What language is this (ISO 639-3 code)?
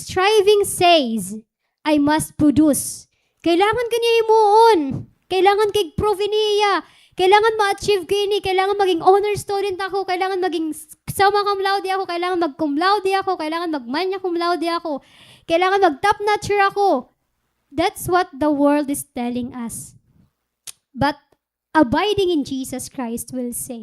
war